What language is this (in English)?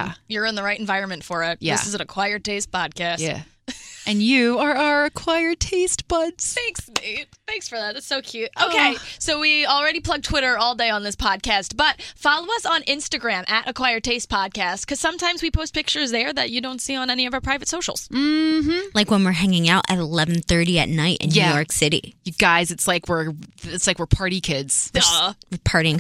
English